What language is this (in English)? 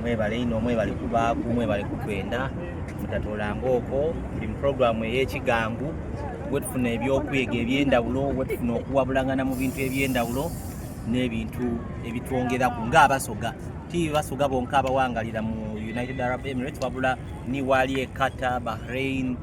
Soga